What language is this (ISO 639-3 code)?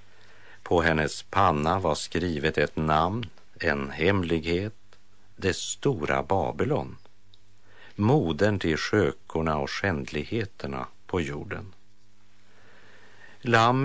swe